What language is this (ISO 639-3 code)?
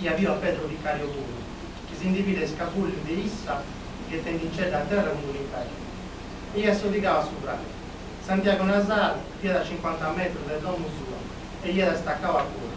srd